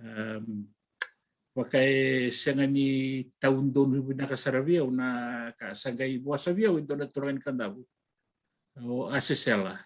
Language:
Fijian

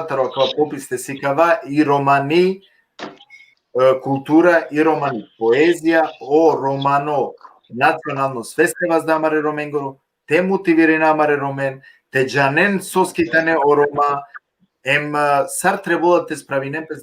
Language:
Balkan Romani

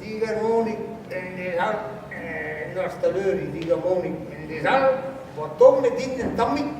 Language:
Breton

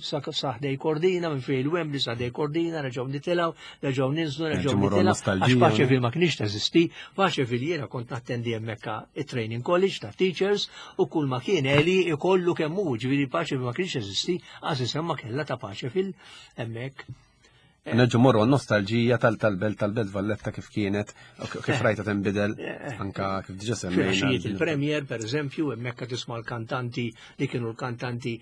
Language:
Maltese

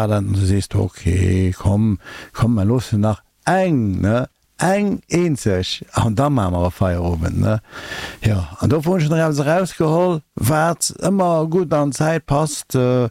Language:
Luxembourgish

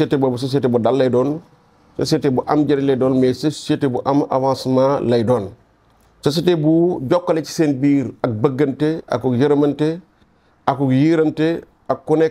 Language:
Wolof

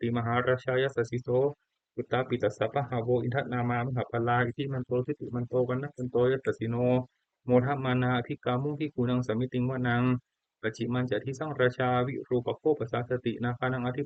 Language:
Pali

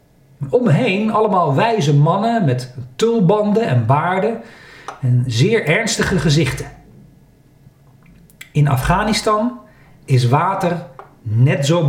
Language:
Dutch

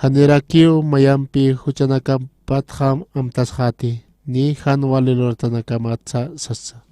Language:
Aymara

